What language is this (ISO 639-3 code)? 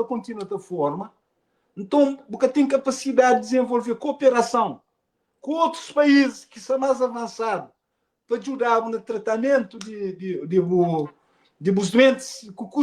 kea